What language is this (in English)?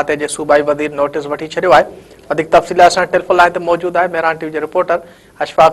Sindhi